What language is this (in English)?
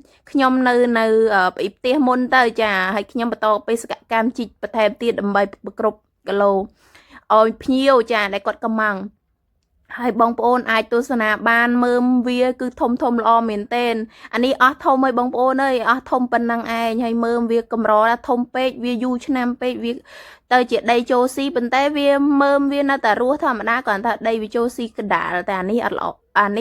Khmer